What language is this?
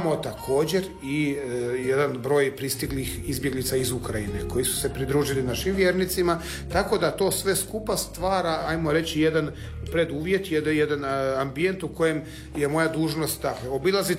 Croatian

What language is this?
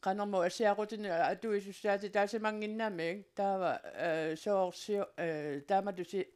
Kalaallisut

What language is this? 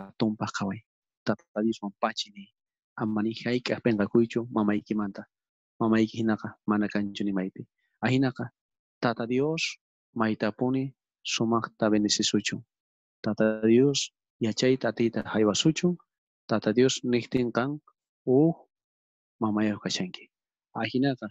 South Bolivian Quechua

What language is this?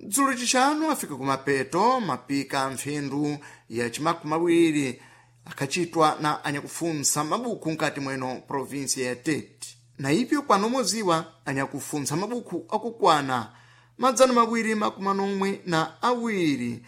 Sena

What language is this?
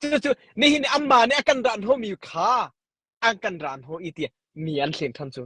Hakha Chin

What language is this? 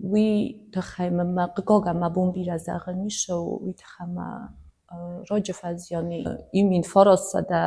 Ossetic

